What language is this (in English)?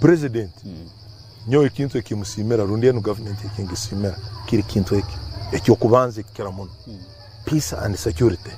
Nyankole